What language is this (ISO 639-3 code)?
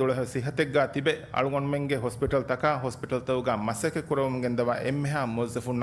div